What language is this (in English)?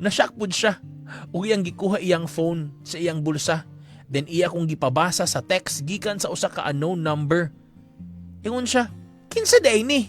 Cebuano